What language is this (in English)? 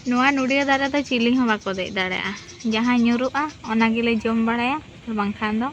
Santali